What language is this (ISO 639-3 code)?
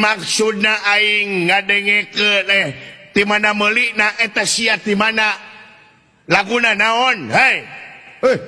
sun